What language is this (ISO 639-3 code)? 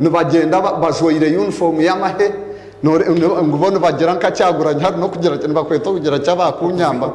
nyn